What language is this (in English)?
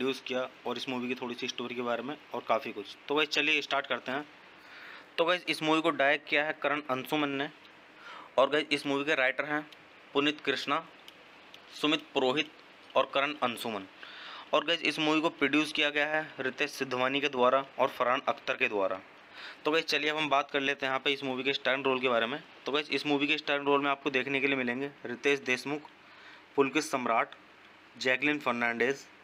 Hindi